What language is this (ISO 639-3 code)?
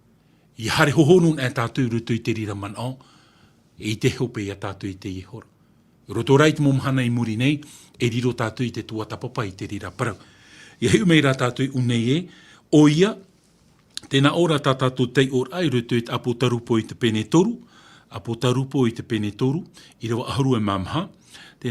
tah